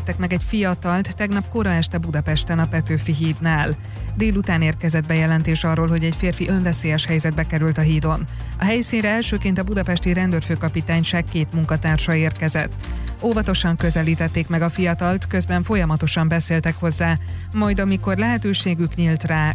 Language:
Hungarian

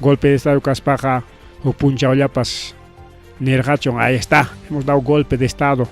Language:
Ayacucho Quechua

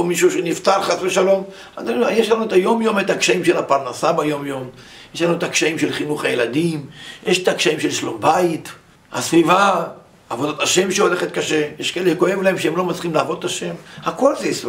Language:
Hebrew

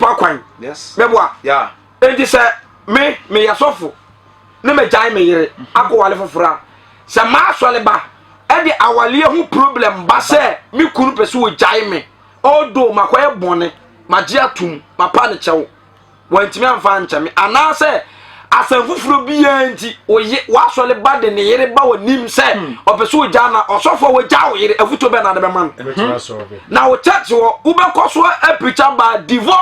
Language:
Akan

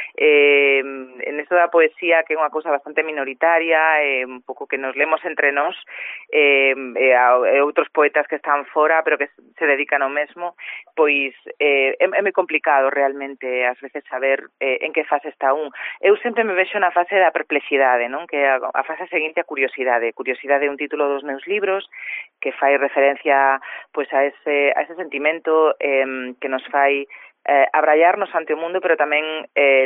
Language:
Galician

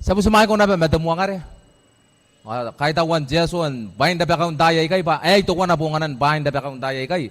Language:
Gilbertese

